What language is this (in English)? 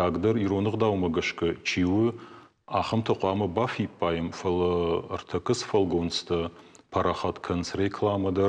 Ossetic